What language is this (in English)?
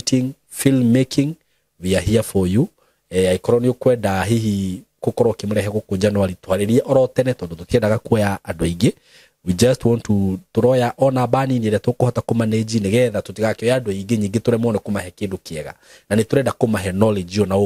Kikuyu